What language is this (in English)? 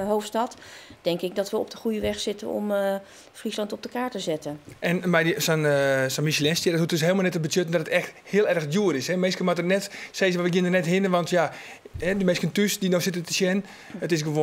Western Frisian